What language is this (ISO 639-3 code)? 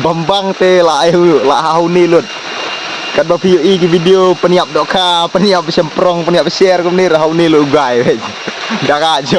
kha